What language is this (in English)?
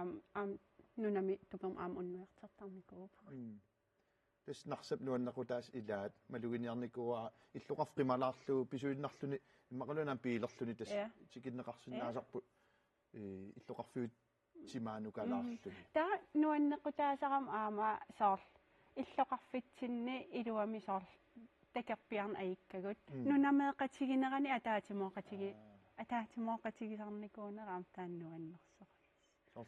Kalaallisut